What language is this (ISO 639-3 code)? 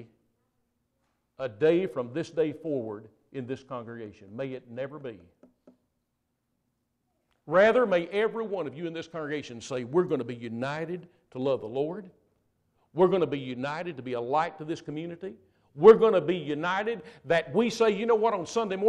eng